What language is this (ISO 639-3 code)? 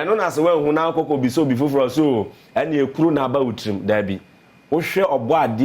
aka